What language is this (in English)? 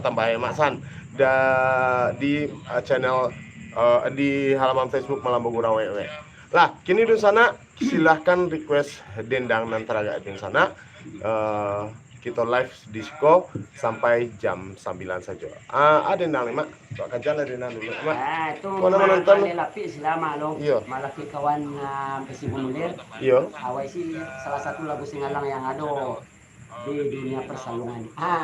Minangkabau